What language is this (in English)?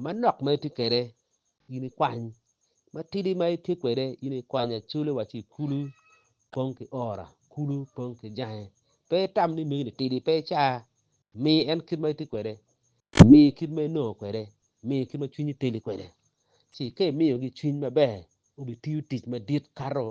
Acoli